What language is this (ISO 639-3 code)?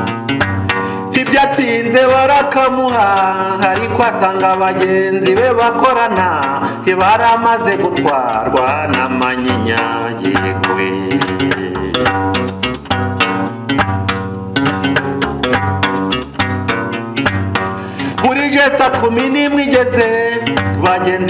kin